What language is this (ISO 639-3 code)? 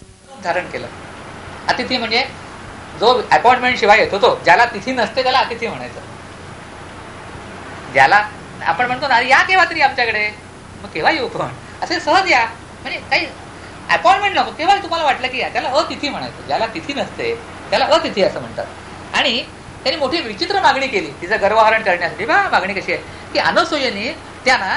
mar